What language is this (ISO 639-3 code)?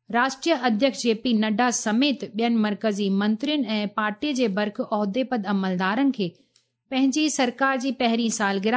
snd